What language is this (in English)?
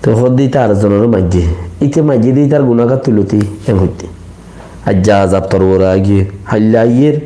Rohingya